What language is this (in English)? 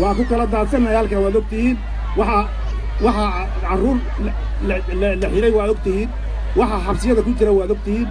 Somali